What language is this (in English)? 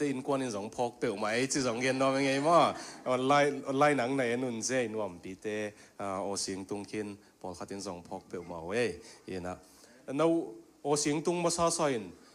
Tedim Chin